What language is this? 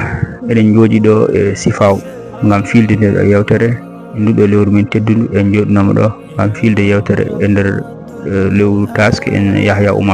Fula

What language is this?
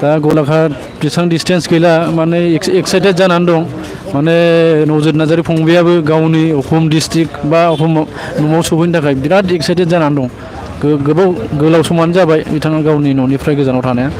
Bodo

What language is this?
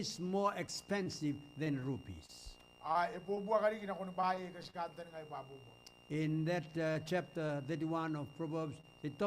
Gilbertese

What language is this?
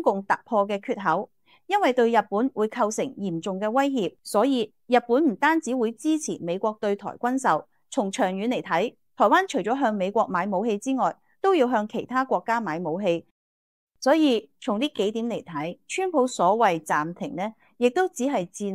Cantonese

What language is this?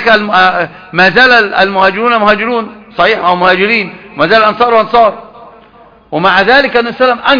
Arabic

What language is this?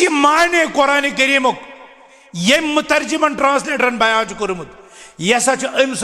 Kashmiri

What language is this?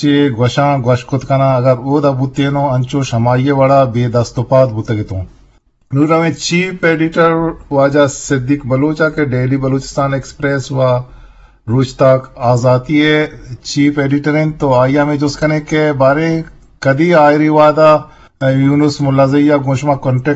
Eastern Balochi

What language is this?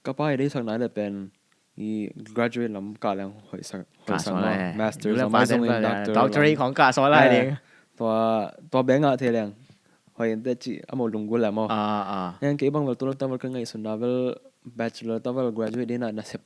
Tedim Chin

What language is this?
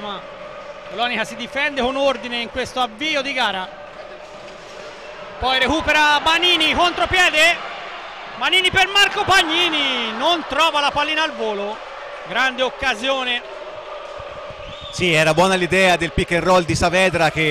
Italian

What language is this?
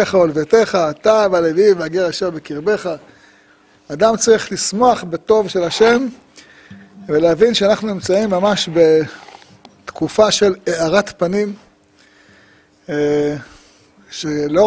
Hebrew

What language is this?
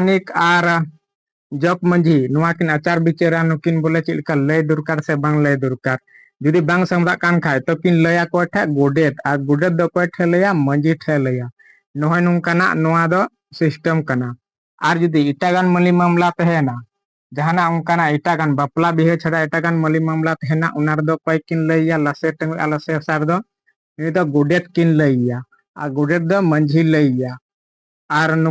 Santali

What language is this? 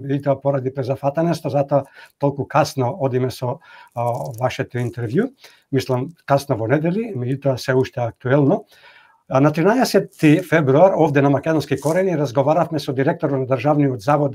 Macedonian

